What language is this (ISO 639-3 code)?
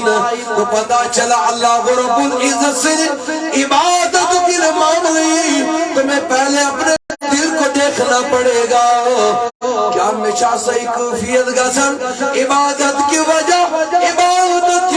kas